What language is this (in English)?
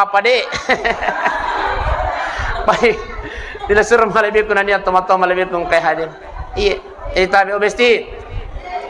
Buginese